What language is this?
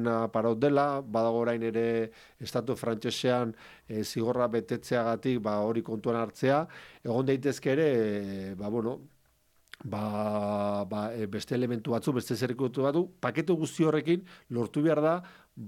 Basque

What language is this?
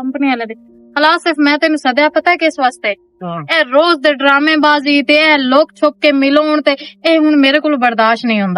Western Panjabi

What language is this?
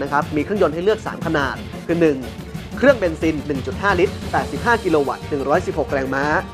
Thai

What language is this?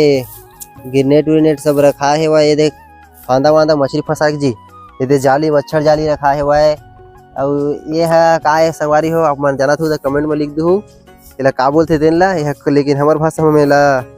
Chhattisgarhi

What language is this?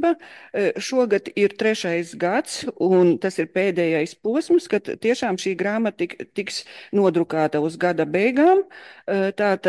Latvian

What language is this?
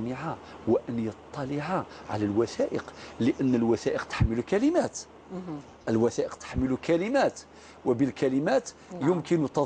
Algerian Arabic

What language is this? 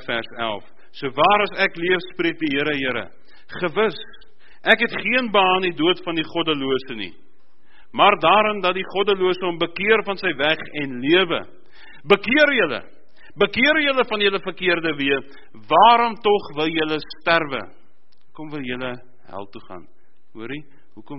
Afrikaans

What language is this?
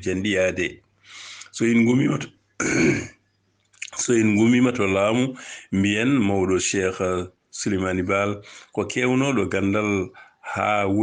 Fula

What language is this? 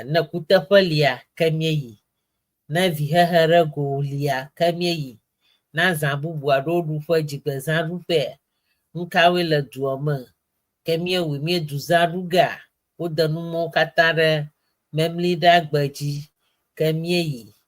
Ewe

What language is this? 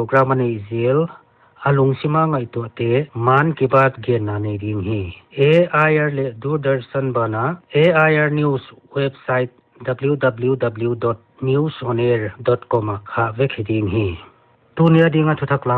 Paite Chin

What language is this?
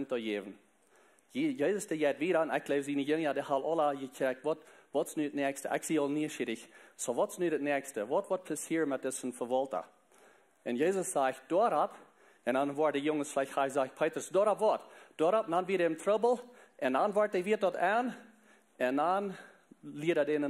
Plautdietsch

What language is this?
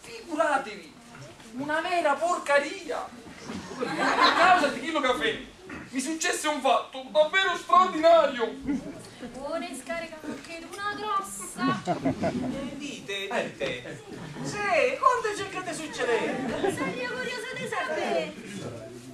Neapolitan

